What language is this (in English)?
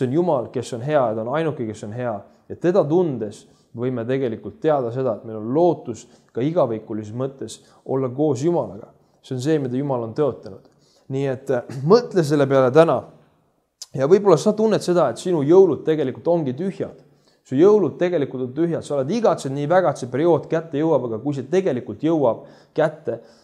Estonian